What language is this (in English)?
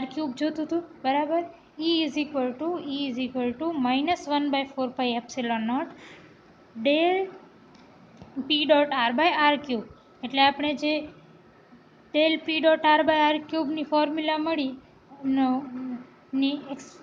Gujarati